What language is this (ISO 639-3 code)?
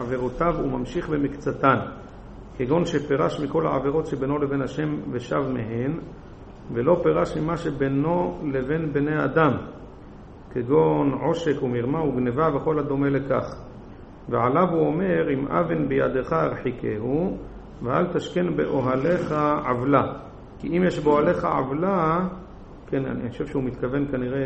heb